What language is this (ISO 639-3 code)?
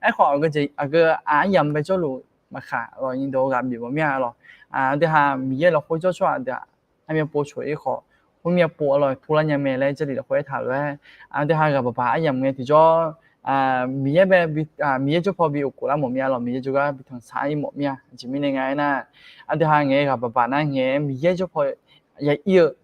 ahk